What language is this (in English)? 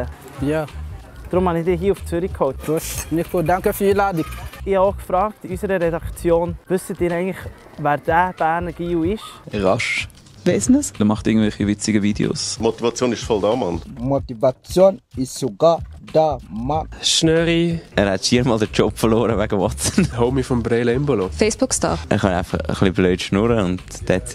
Swiss German